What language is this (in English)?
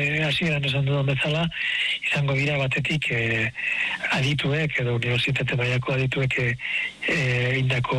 Basque